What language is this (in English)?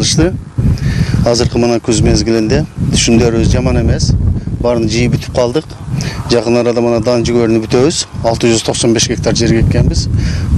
Kyrgyz